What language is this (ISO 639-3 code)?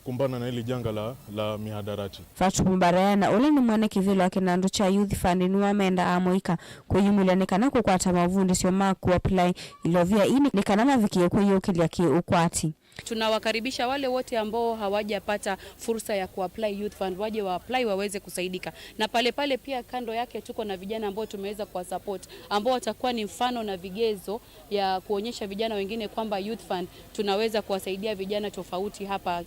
kam